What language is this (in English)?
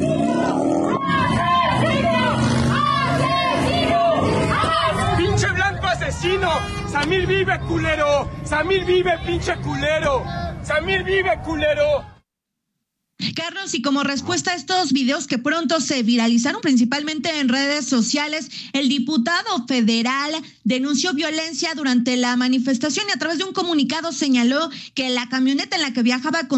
Spanish